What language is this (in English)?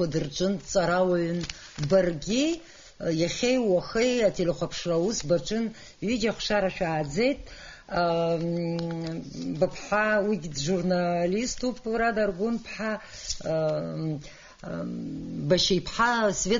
Abkhazian